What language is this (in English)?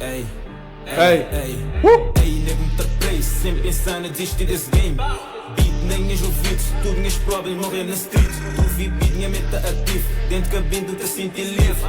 Kabuverdianu